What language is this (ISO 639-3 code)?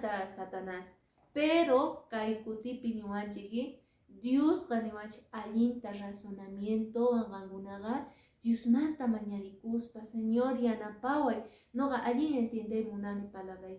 que